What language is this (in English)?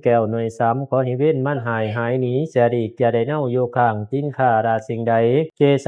Pali